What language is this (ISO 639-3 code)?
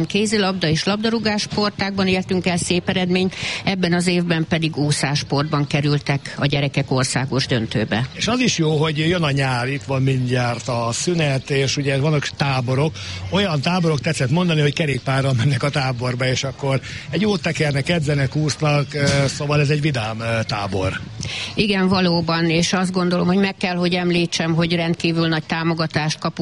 hun